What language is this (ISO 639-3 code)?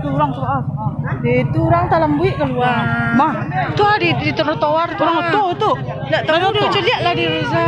min